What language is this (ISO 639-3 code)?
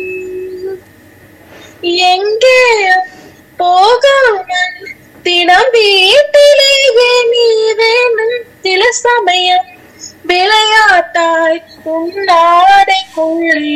tam